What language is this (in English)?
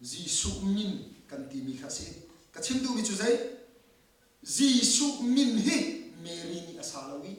Hakha Chin